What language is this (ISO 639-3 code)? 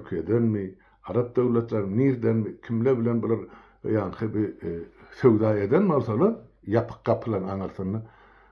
tuk